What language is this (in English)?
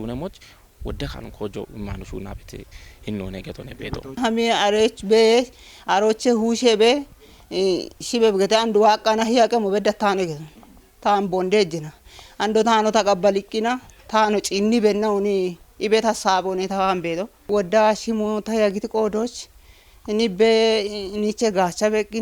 Kafa